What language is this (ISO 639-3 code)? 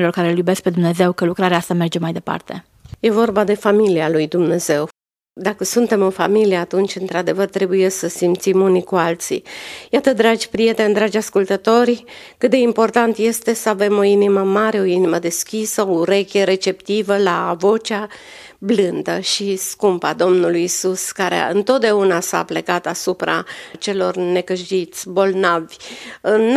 ron